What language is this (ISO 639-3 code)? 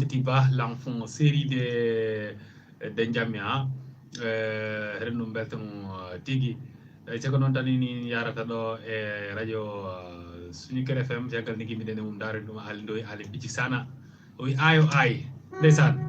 ful